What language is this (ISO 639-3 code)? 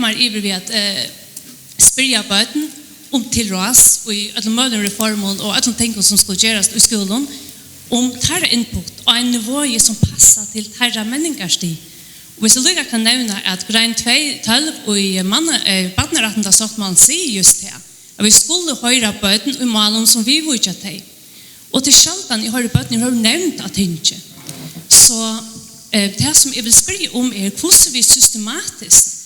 fao